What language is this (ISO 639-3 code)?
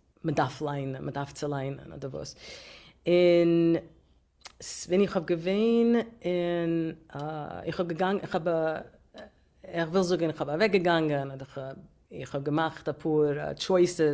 yid